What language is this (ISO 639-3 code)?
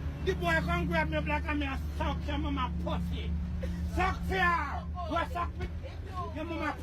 jam